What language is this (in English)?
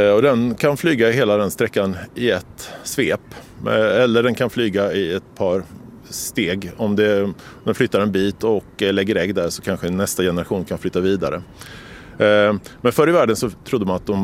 Swedish